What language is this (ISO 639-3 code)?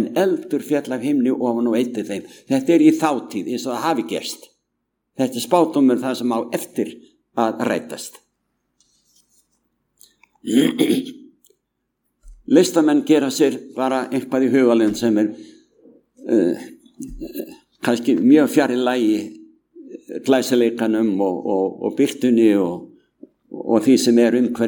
isl